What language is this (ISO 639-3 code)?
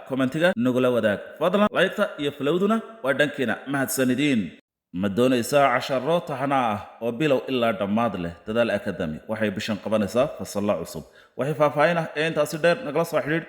som